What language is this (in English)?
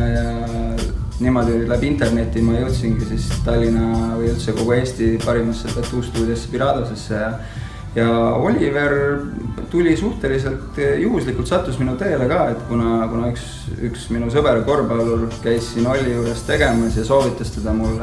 Estonian